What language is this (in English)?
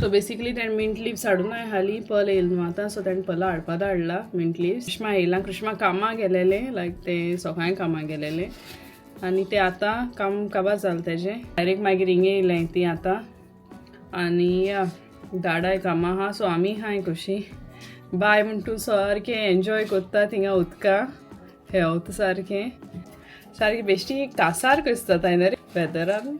Konkani